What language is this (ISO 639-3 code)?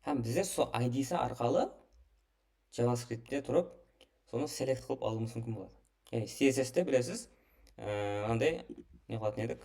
kaa